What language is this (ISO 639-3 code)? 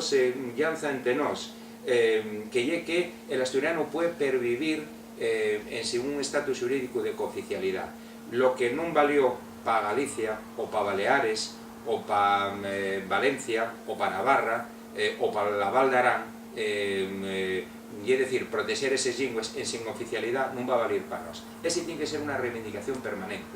ast